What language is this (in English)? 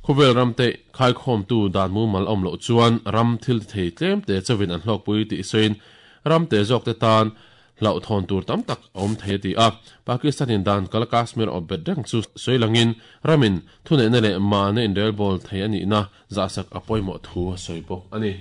Mizo